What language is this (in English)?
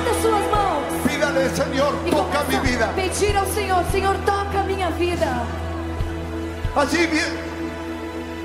Portuguese